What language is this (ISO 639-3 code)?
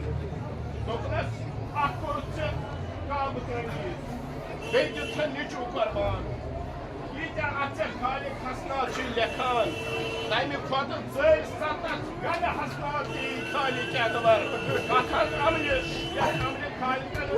kas